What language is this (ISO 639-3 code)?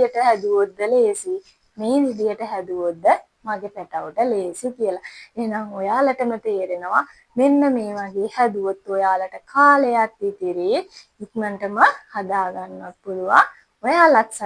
sin